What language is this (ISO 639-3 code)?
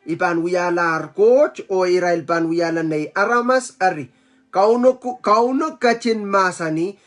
pon